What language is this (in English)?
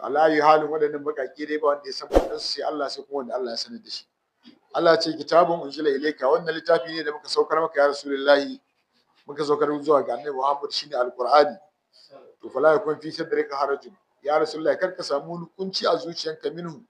Hausa